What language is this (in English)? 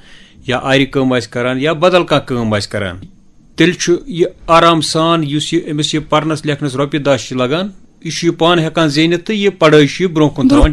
Kashmiri